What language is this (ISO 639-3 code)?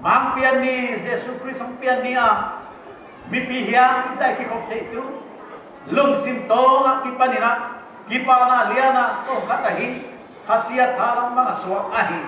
pck